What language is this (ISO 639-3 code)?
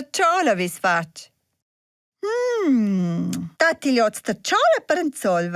roh